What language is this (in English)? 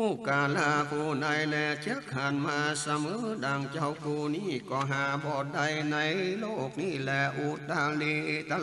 Northern Thai